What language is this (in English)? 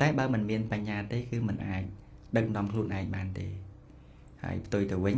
Khmer